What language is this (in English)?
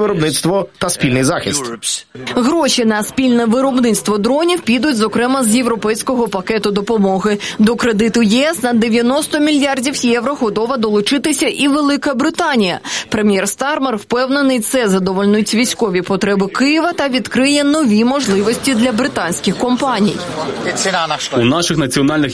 Ukrainian